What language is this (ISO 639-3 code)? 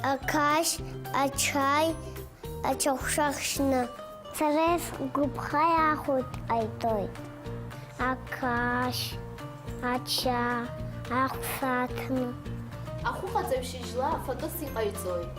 abk